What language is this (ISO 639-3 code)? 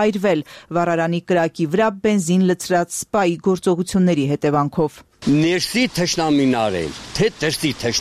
hye